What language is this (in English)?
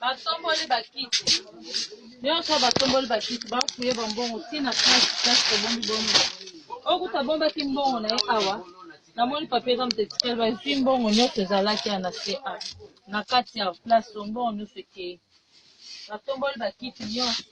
Lingala